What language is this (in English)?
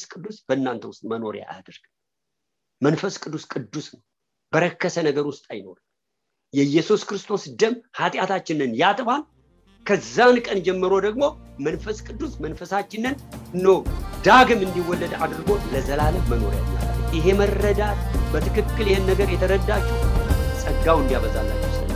Amharic